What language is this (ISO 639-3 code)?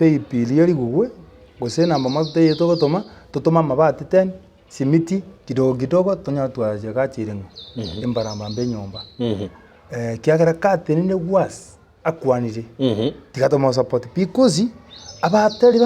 guz